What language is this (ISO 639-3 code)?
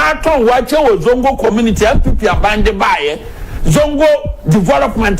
aka